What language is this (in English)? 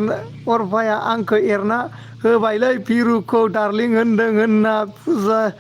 Bodo